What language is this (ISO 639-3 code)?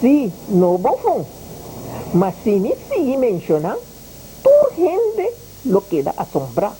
pap